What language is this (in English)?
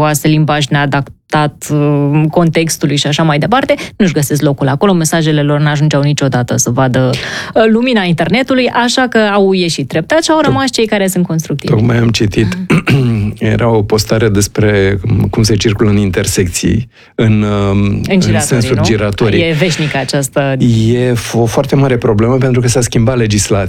Romanian